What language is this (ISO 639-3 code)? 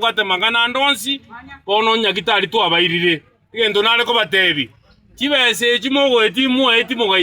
guz